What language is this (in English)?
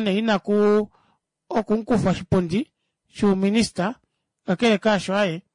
Kuanyama